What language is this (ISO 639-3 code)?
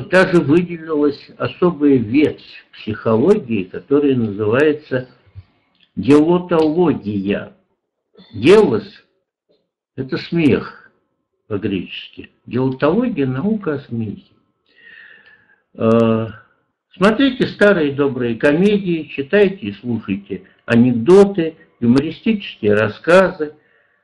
rus